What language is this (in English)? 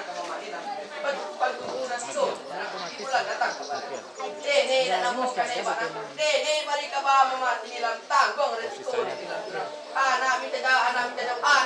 Minangkabau